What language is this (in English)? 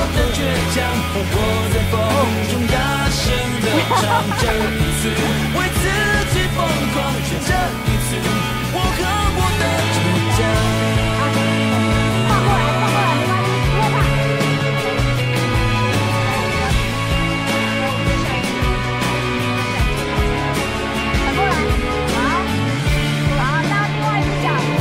Chinese